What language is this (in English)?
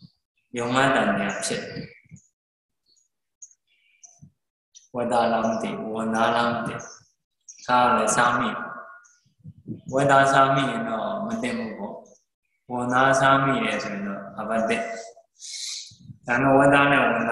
Burmese